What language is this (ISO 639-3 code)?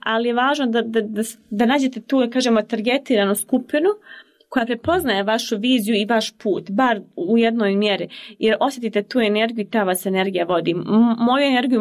hrv